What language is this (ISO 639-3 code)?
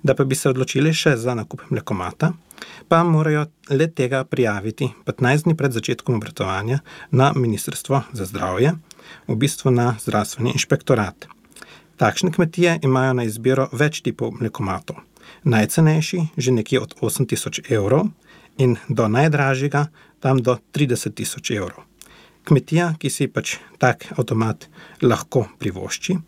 slv